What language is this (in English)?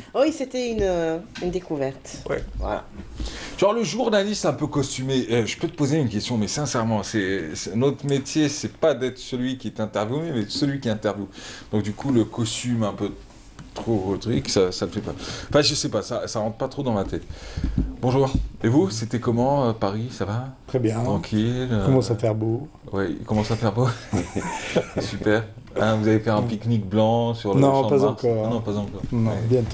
French